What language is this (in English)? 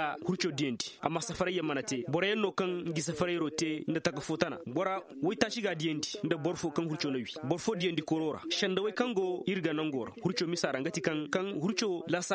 Koyraboro Senni